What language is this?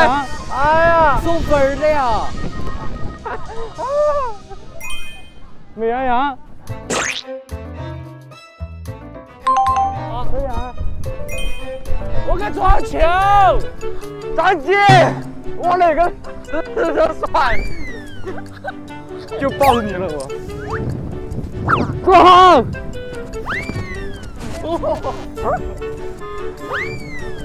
Chinese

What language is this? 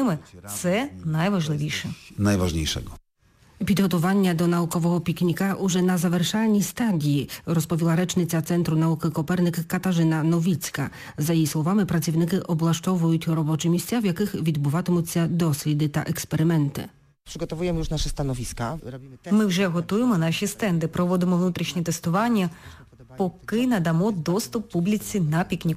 Ukrainian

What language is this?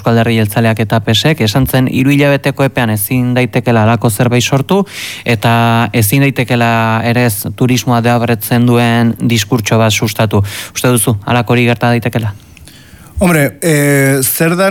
Basque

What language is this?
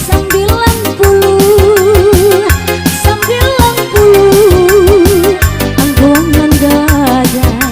Minangkabau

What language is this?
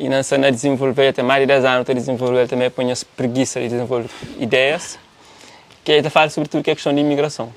Kabuverdianu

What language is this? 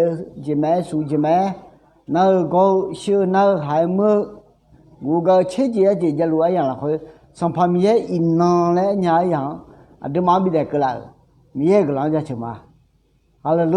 Akha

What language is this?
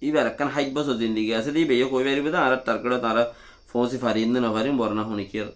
Rohingya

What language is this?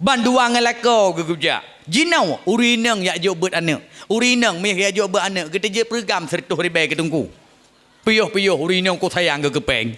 Achinese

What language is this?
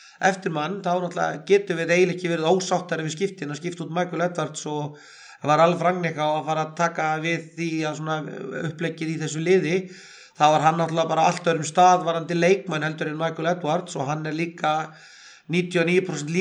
Icelandic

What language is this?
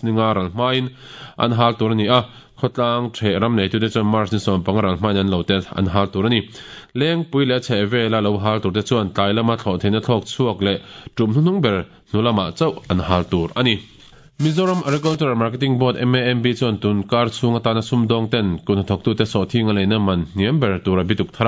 Mizo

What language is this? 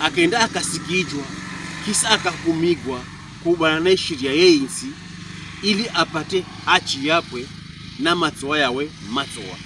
Pokomo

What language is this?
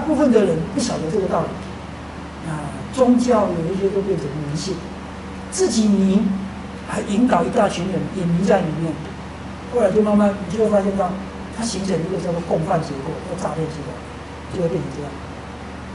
Chinese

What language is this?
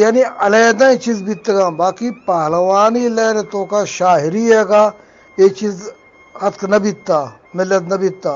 Eastern Balochi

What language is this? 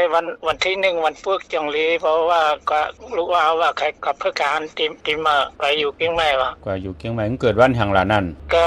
Shan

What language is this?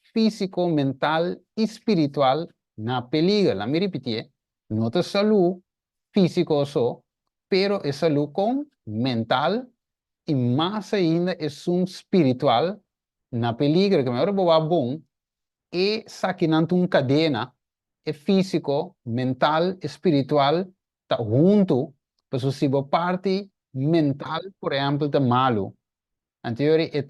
Papiamento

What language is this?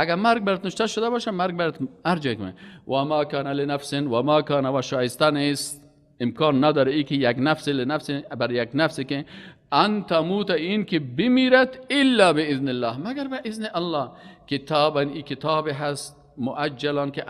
Persian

